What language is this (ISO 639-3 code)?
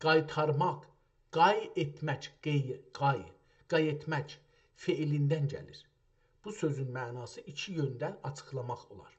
azb